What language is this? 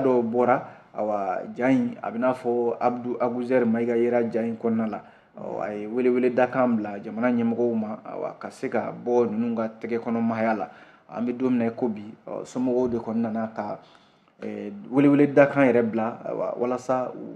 Bambara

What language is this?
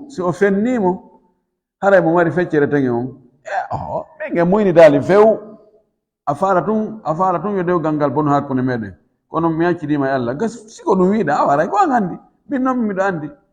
Fula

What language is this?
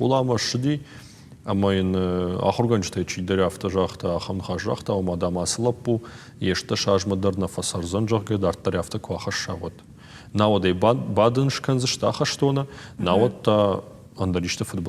Ossetic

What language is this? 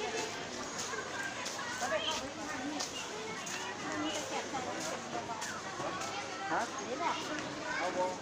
Lao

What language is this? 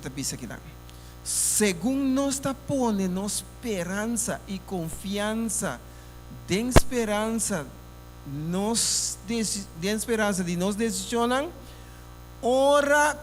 Papiamento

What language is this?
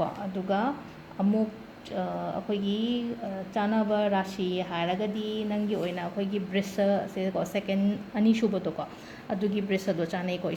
Manipuri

